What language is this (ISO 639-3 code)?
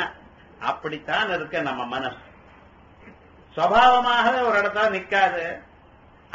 tam